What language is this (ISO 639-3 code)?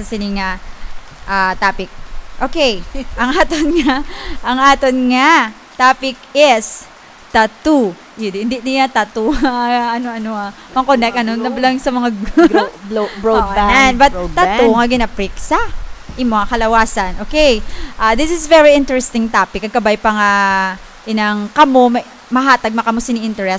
hil